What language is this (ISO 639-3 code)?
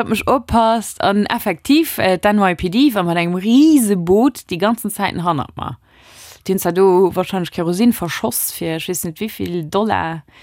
ltz